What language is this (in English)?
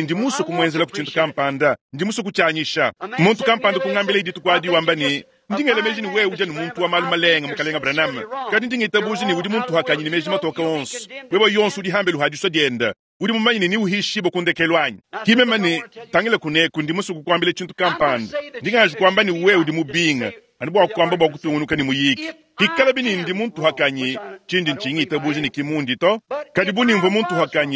Luba-Lulua